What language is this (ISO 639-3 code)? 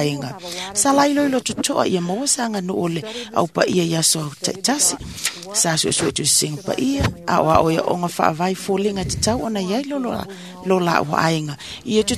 smo